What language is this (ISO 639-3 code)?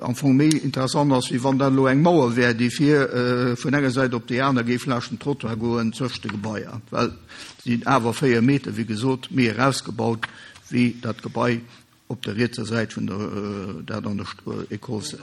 ltz